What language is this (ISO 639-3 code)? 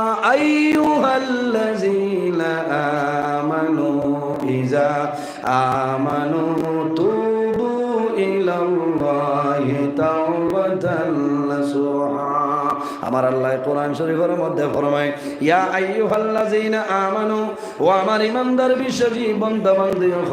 syl